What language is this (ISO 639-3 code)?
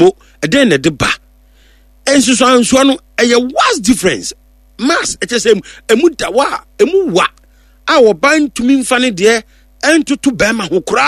aka